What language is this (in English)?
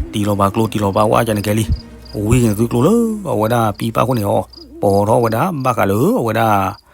S'gaw Karen